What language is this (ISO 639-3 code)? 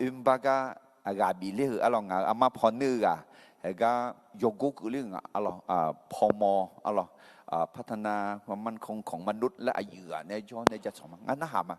ahk